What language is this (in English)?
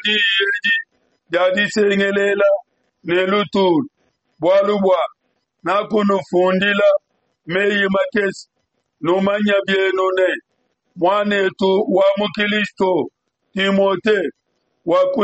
Luba-Lulua